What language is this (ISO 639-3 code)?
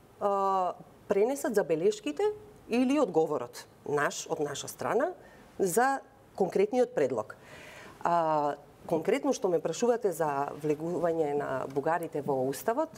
mkd